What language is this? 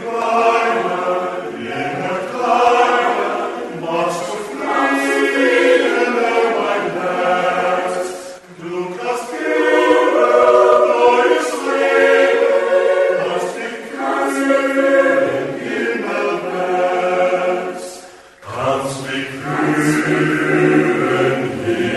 Plautdietsch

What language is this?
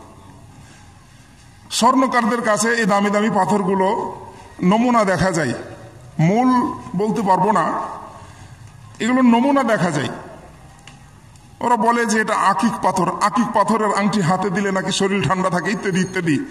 Bangla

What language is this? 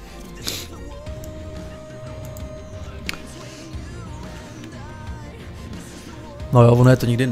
Czech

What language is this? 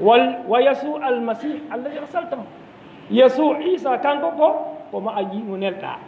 Fula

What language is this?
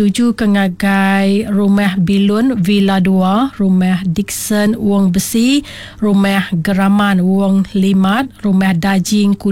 Iban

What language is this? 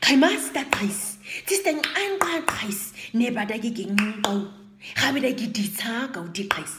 Nama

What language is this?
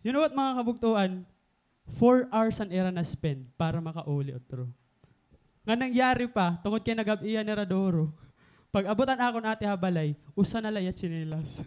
Waray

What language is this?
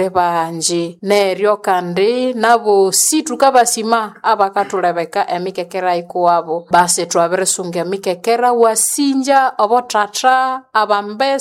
Nande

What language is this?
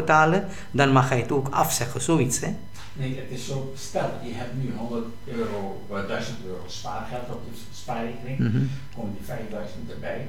Dutch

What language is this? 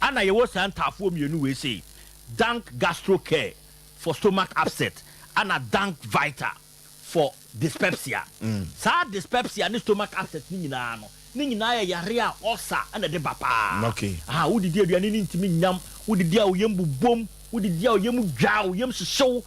Akan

